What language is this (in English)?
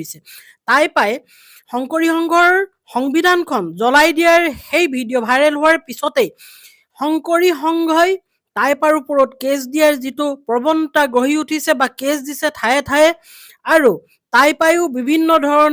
Assamese